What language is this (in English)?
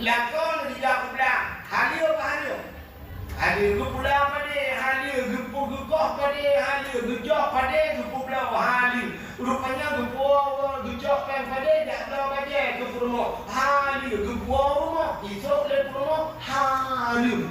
Achinese